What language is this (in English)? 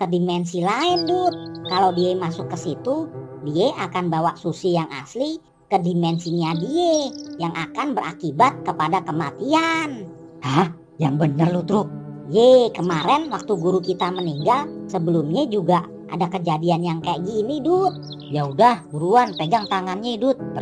Betawi